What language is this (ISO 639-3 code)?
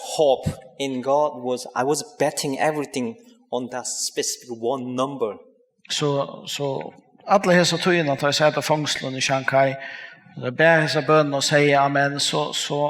fao